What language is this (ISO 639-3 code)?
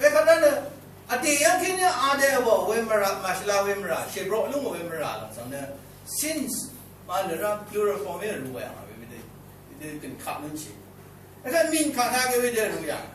raw